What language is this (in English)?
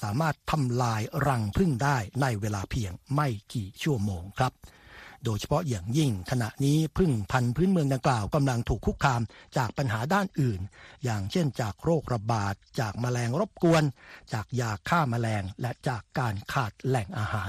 Thai